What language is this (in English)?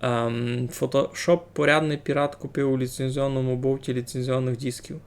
Rusyn